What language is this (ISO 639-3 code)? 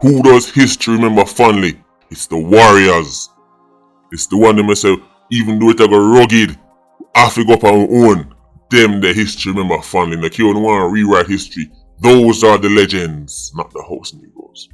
jam